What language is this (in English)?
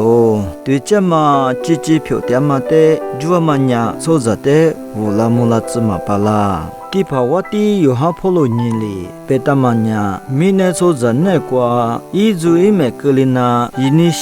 Lisu